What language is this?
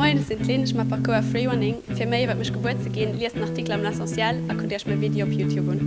Luxembourgish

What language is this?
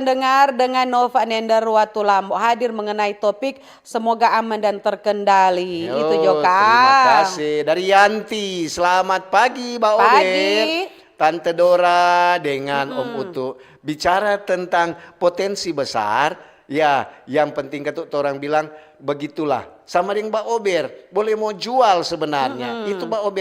Manado Malay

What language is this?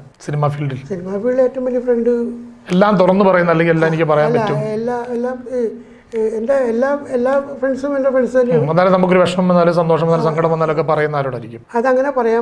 Malayalam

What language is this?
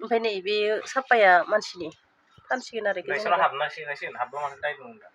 Bodo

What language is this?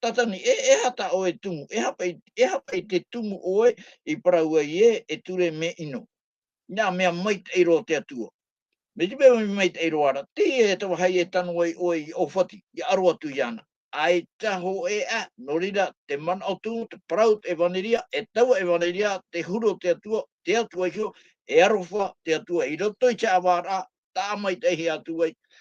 Tahitian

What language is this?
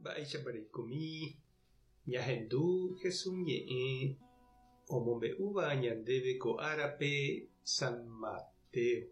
Guarani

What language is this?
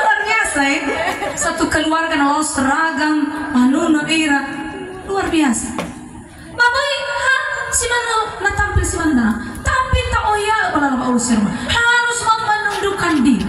Nias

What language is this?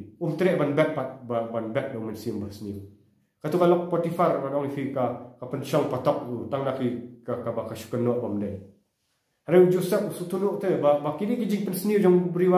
Khasi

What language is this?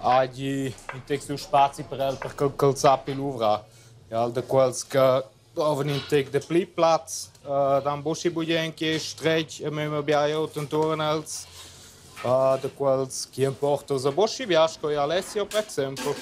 Romansh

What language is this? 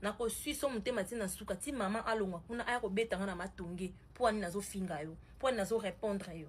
Lingala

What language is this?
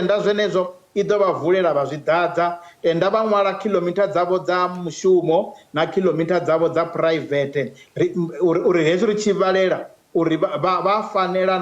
Venda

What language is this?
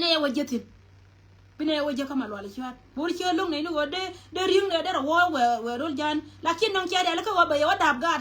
Nuer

